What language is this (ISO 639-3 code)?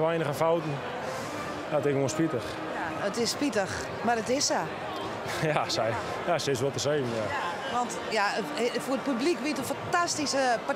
fry